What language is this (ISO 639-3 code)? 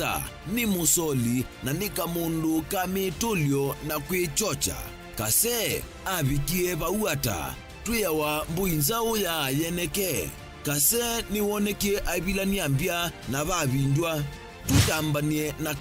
kam